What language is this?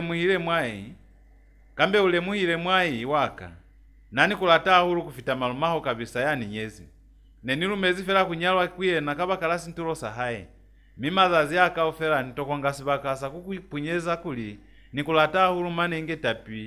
Lozi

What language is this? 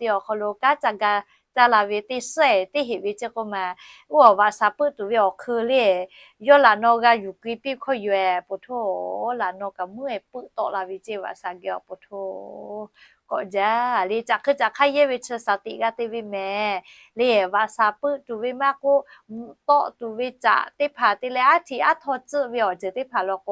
Lahu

